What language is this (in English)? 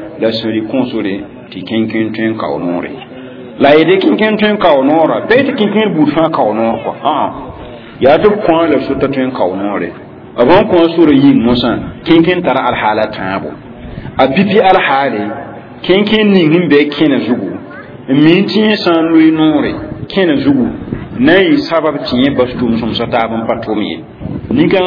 Mossi